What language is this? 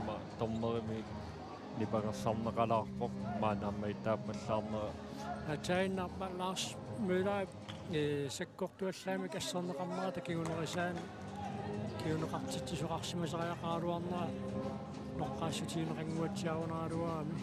Kalaallisut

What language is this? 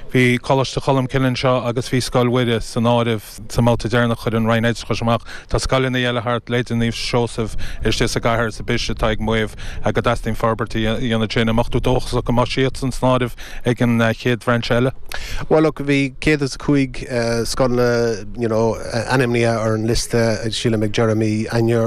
Irish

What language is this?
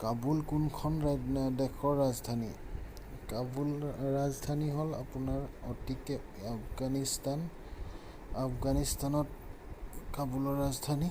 Assamese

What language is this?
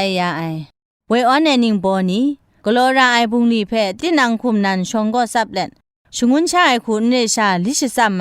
Kachin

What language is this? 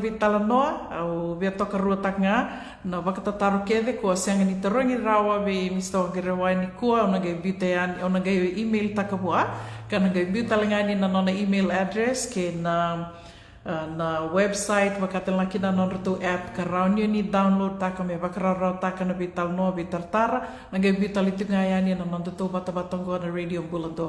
Fijian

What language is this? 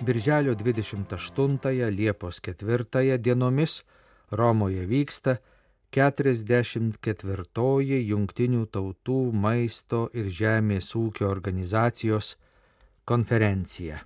Lithuanian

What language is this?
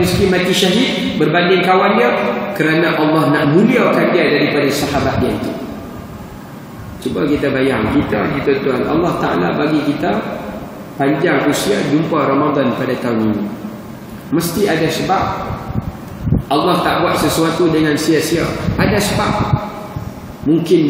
Malay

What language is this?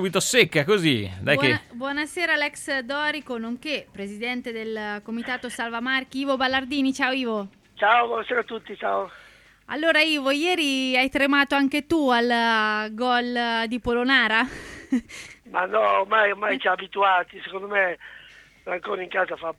Italian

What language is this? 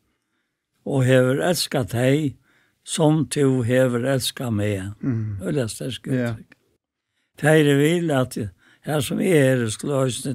Faroese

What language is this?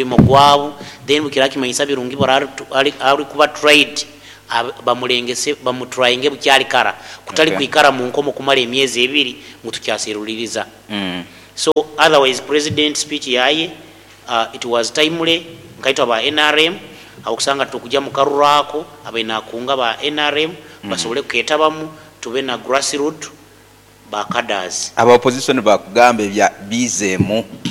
Nyoro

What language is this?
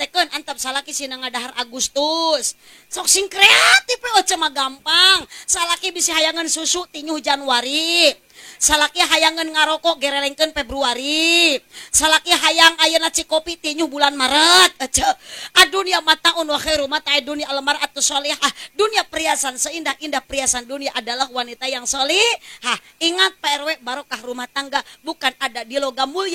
Sundanese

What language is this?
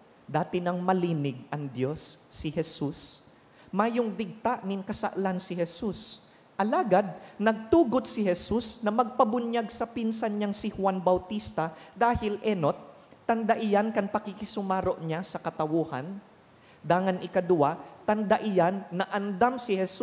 Bikol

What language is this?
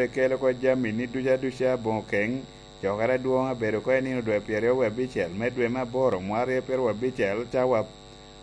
Lango (Uganda)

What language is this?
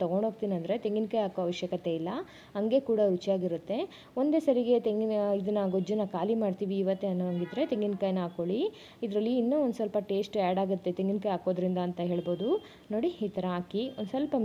Kannada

